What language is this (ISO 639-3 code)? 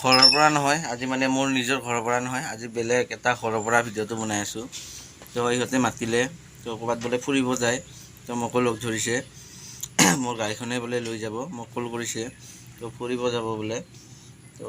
asm